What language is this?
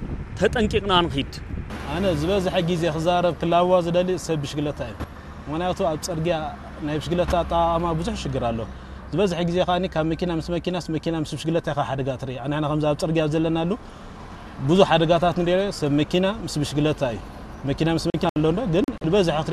Tigrinya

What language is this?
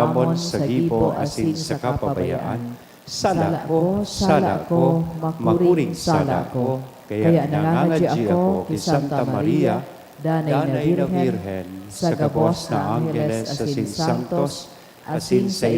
Bikol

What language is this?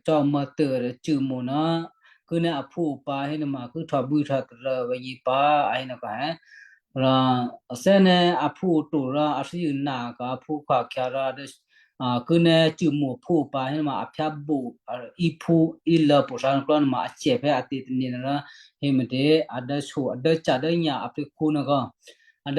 Western Kayah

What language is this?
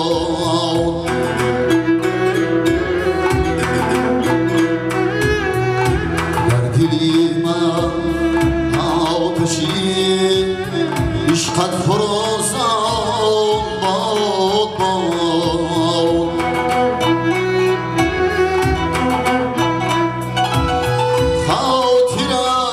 Persian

